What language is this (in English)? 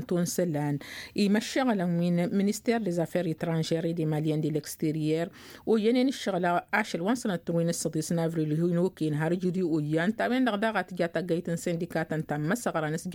Tamasheq